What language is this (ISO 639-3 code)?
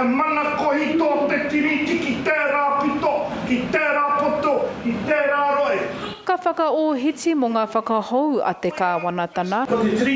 mri